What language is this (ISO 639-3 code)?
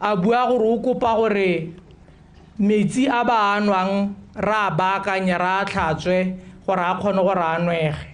tsn